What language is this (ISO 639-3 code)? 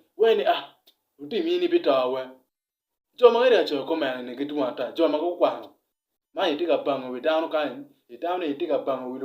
ach